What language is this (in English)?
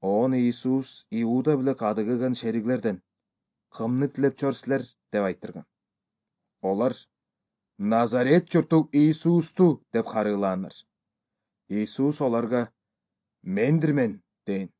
Kyrgyz